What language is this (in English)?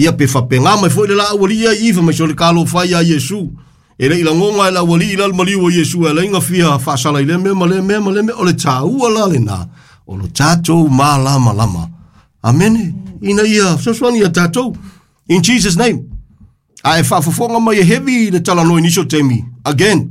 Samoan